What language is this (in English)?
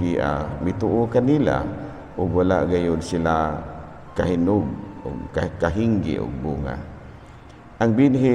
Cebuano